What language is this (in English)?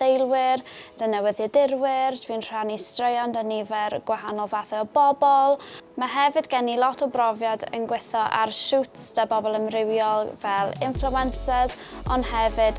Welsh